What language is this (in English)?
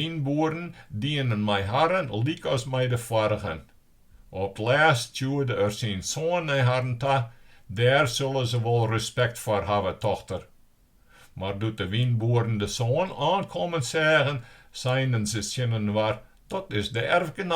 Western Frisian